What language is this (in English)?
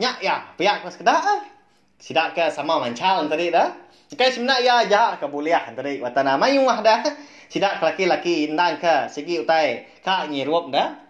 Iban